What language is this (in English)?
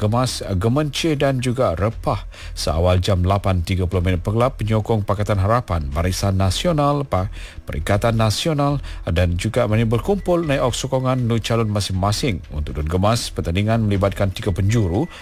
Malay